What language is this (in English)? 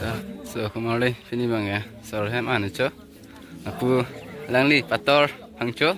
Karbi